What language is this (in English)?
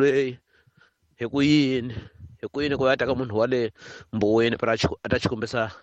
Tsonga